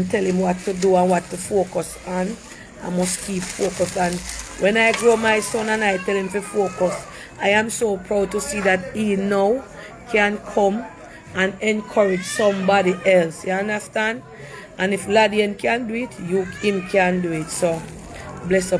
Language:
Jamaican Creole English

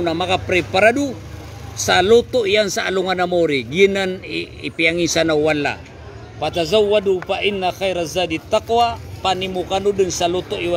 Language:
Maranao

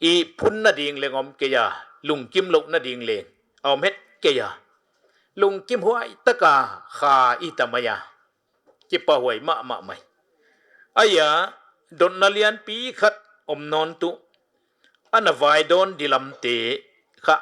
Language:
Paite Chin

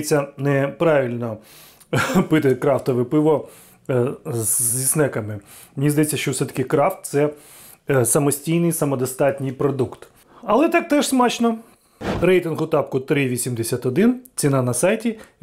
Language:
Ukrainian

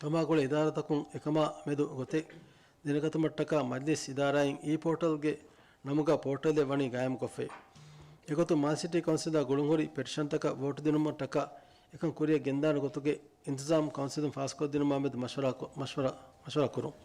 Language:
Divehi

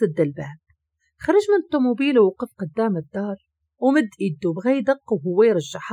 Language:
Moroccan Arabic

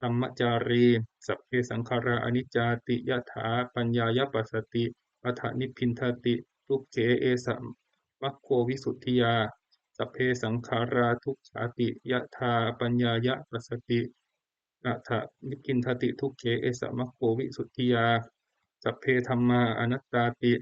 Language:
Pali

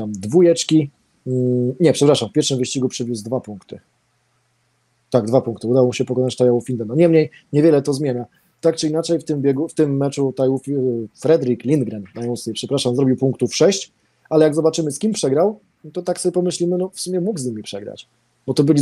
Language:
Polish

